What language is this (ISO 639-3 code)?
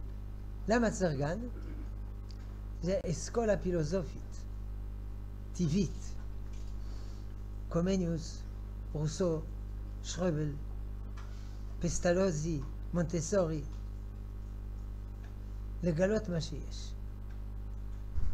heb